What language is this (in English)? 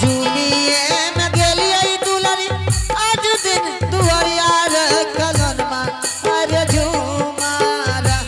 Angika